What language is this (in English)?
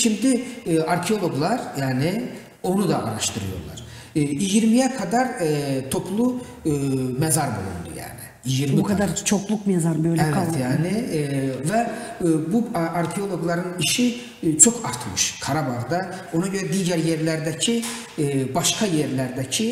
Gagauz